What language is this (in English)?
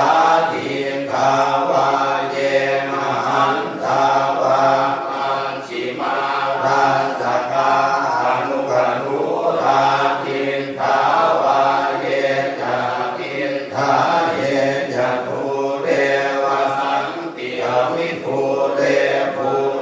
Pali